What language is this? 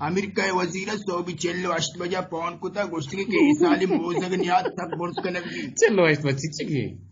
Eastern Balochi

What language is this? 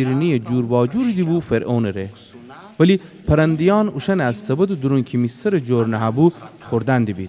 Gilaki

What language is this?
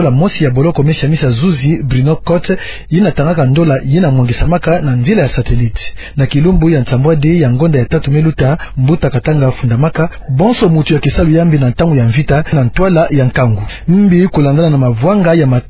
Kituba (Democratic Republic of Congo)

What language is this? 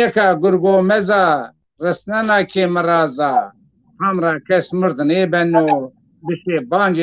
Zaza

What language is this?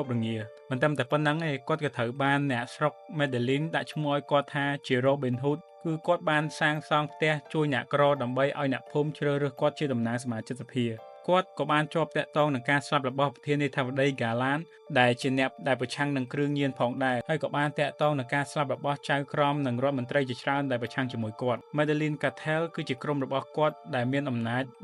Khmer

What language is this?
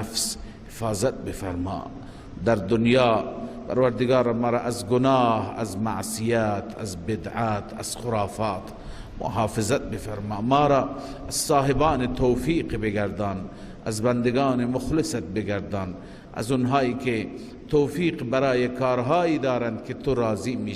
Persian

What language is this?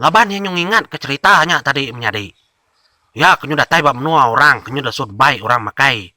Iban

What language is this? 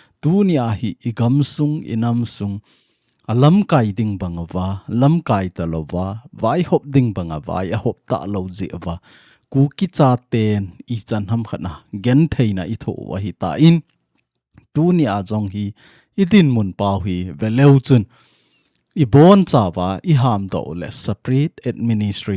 Thado Chin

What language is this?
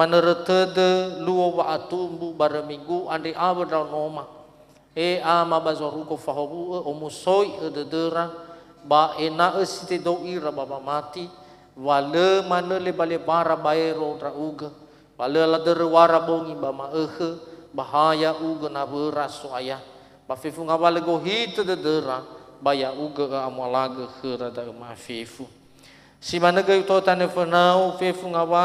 Nias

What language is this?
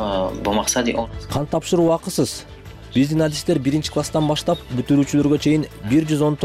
Kyrgyz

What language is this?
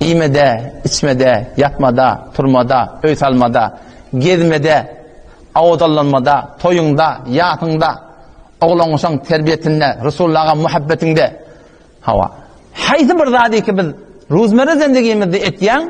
Turkmen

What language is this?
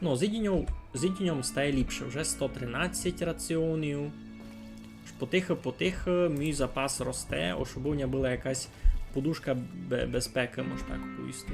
Rusyn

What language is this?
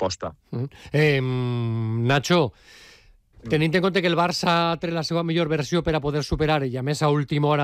Catalan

